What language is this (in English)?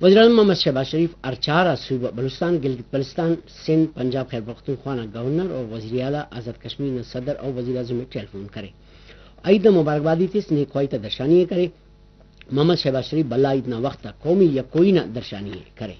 Brahui